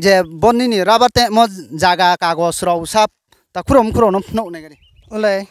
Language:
Riang (India)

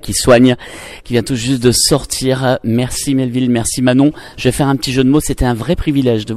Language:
French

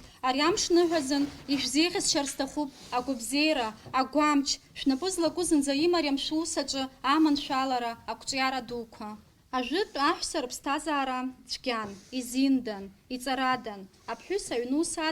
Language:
Abkhazian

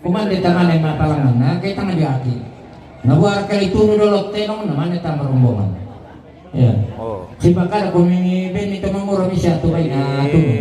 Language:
Toraja-Sa'dan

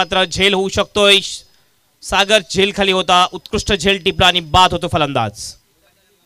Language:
Marathi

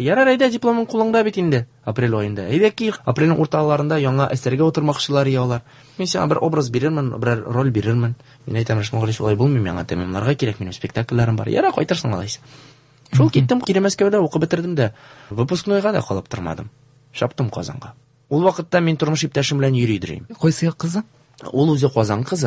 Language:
Tatar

